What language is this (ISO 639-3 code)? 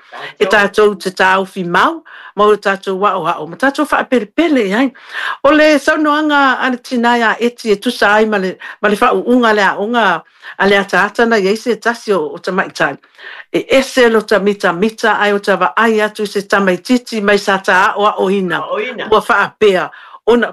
smo